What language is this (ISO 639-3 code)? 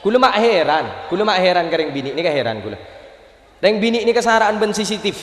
mad